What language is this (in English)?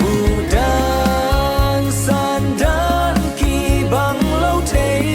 Tedim Chin